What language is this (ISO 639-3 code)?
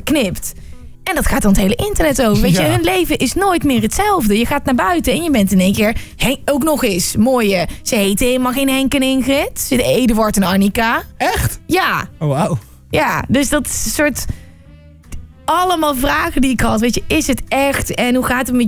nld